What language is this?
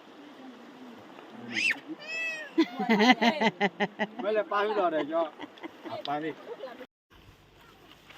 S'gaw Karen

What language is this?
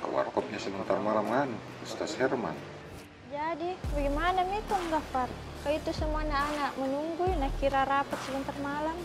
Makassar Malay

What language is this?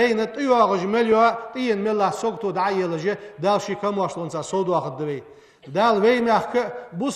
Ingush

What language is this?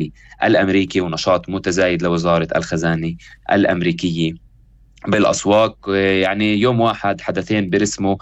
North Levantine Arabic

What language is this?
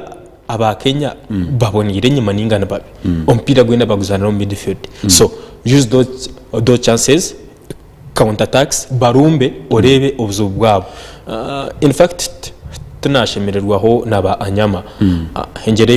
Nyankole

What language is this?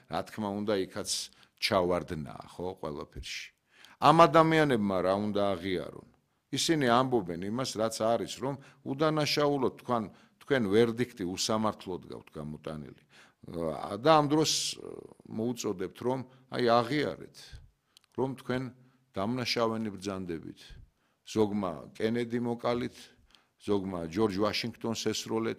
Georgian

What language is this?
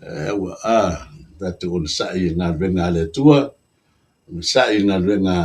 Samoan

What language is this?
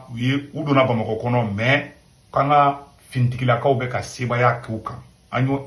Bambara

